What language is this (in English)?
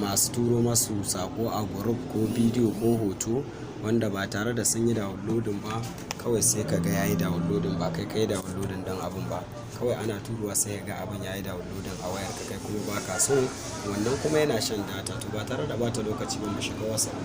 Hausa